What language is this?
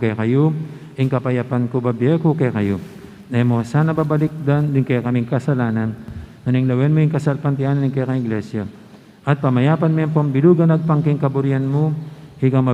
Pampanga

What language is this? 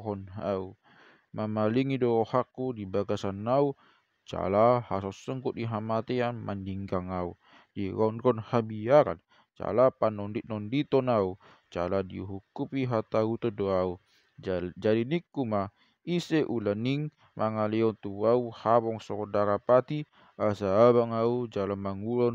Batak Toba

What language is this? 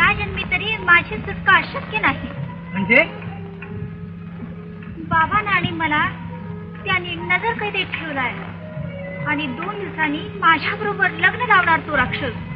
Marathi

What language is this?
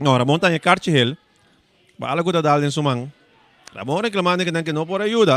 Papiamento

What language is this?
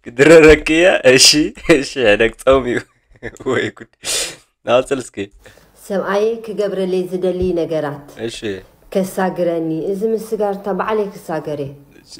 Tigrinya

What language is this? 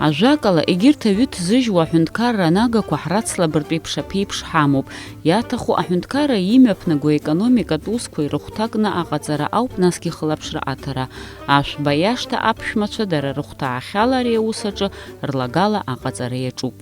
Abkhazian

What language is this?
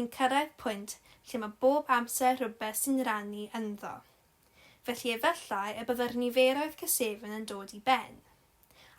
Welsh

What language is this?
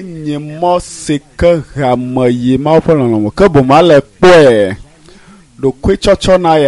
Ewe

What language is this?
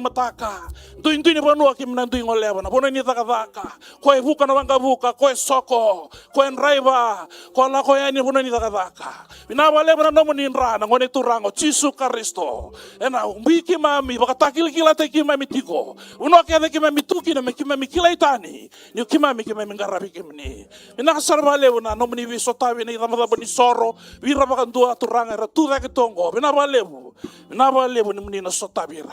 Fijian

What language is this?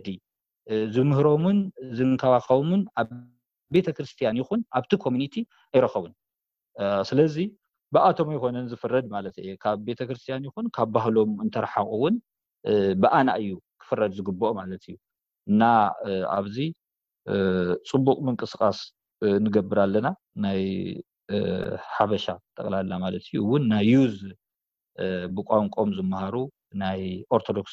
Tigrinya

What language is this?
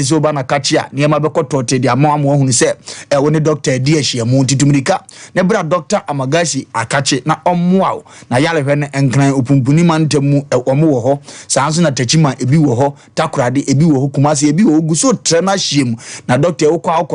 Akan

